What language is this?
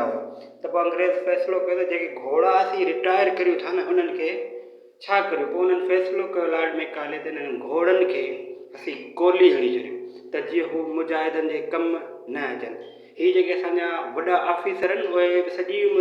Sindhi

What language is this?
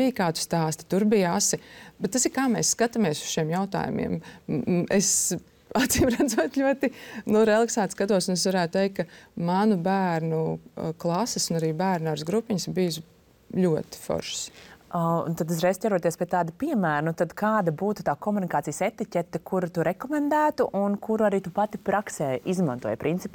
Latvian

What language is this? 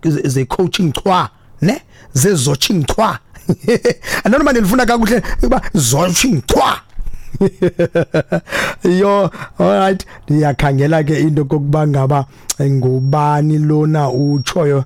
Xhosa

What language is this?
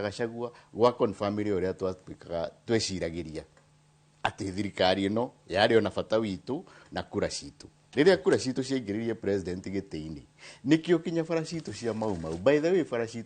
Kikuyu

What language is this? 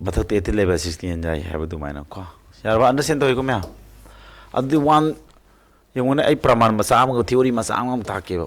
Manipuri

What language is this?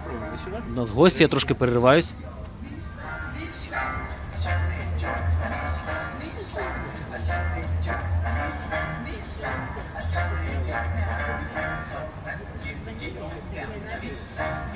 Ukrainian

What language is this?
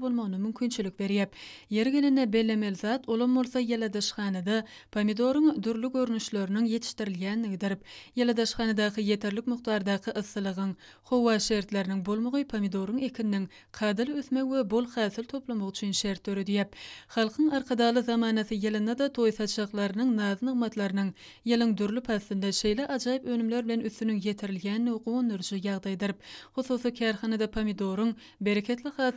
Turkmen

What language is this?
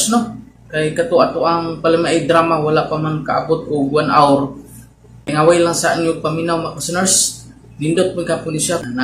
Cebuano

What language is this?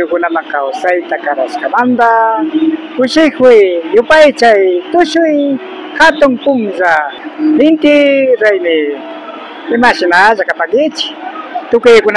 Imbabura Highland Quichua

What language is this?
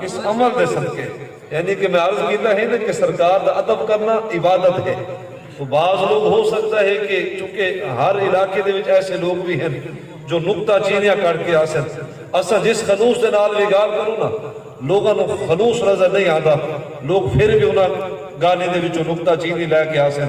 Saraiki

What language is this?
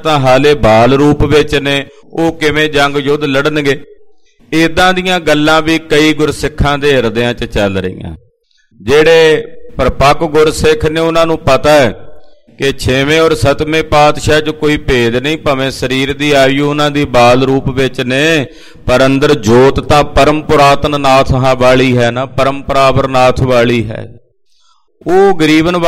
Punjabi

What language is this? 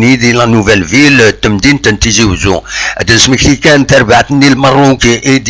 Kabyle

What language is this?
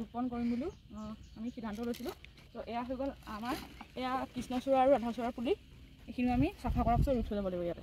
Assamese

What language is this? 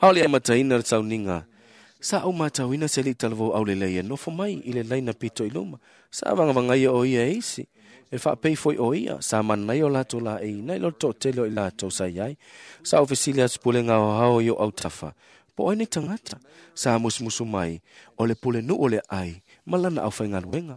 Samoan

